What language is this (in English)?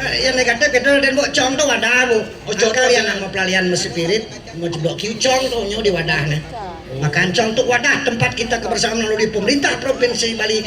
Balinese